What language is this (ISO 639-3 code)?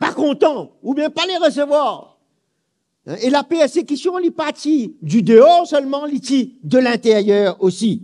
mfe